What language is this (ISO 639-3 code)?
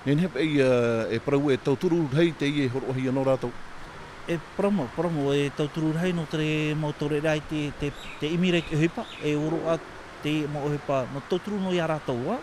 tah